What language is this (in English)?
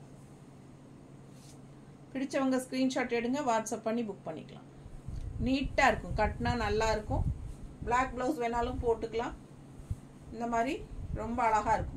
Tamil